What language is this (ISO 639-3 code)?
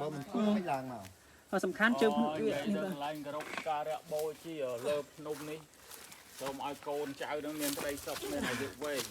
khm